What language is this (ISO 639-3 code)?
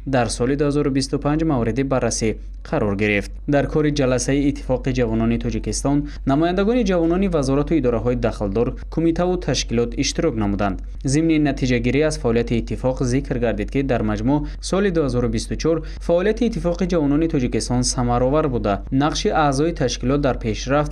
tgk